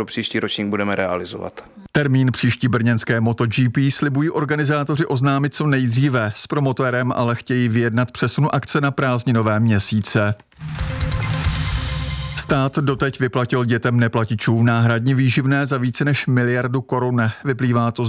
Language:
Czech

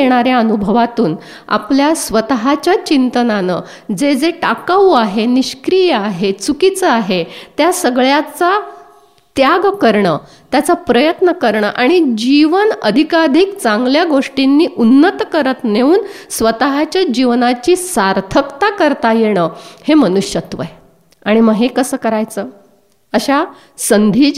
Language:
Marathi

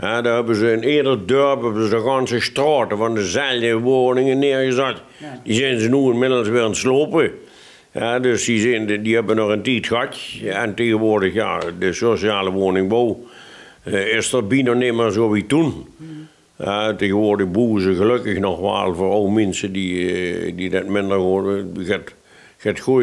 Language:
Limburgish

